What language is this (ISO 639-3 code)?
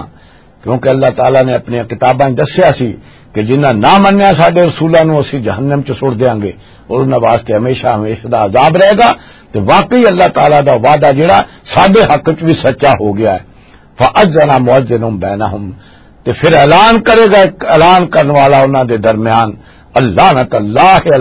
lah